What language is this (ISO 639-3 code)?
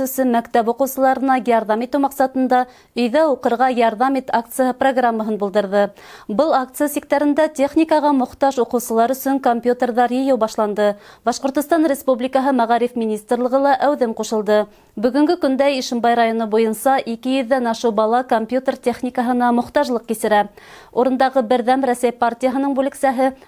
bak